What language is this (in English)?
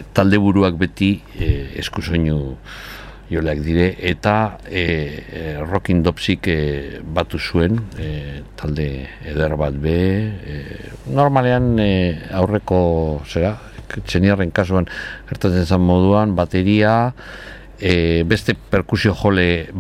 Basque